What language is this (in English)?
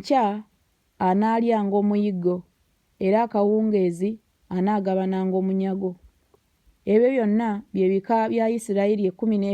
Ganda